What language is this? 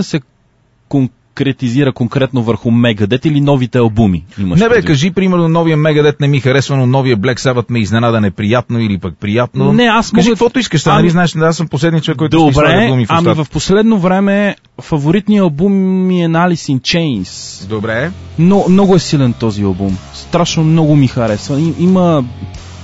Bulgarian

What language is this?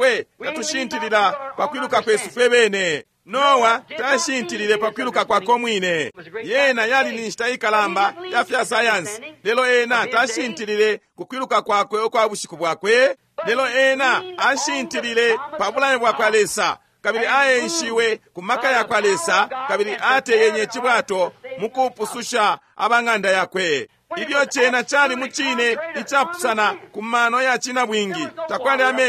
Bemba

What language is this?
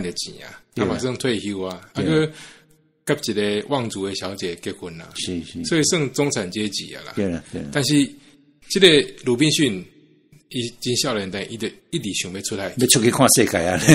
Min Nan Chinese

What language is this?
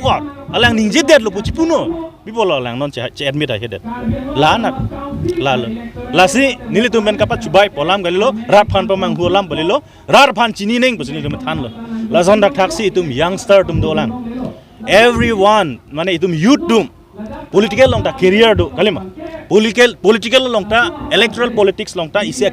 Karbi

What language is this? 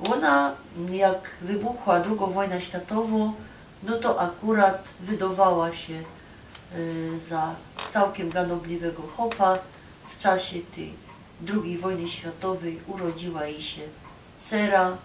Silesian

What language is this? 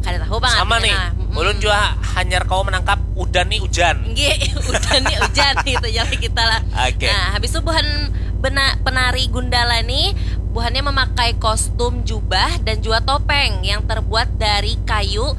Banjar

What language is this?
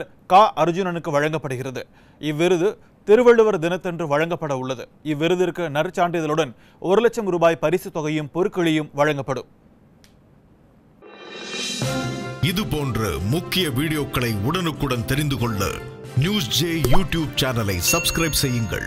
Tamil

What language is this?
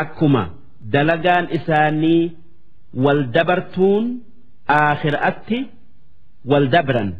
Oromo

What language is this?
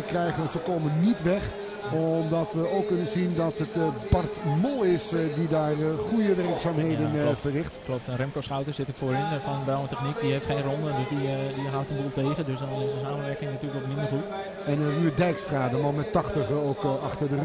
Dutch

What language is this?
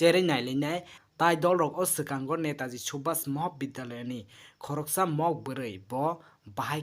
Kok Borok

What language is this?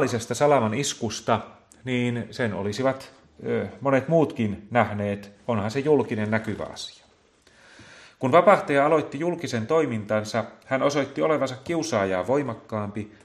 Finnish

